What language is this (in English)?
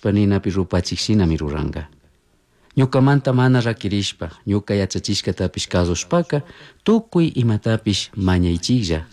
Chimborazo Highland Quichua